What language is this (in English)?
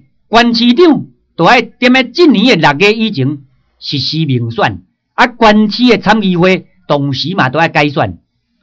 Min Nan Chinese